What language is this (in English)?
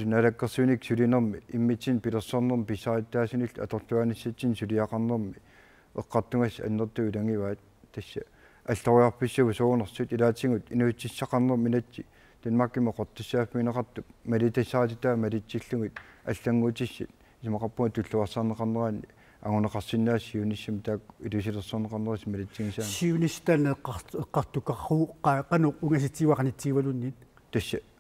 Kalaallisut